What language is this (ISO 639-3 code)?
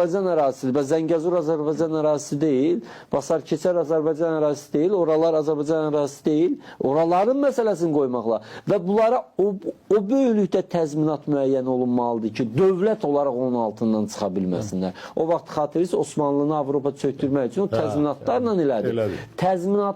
aze